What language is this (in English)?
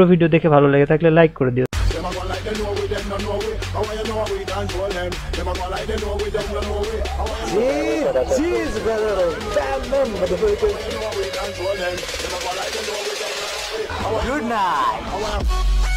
Bangla